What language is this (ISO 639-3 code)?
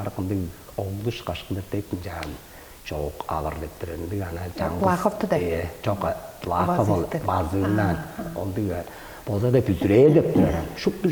tyv